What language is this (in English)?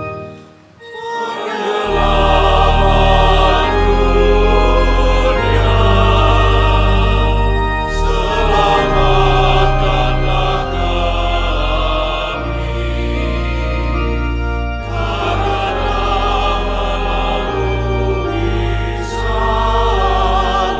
Indonesian